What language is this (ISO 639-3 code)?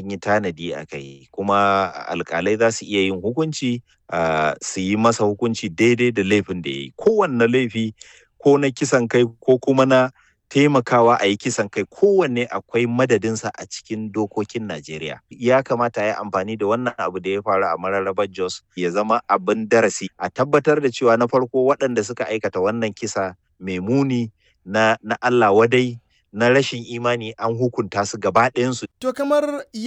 hau